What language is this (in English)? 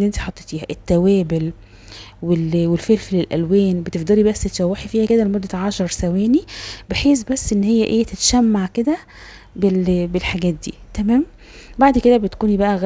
Egyptian Arabic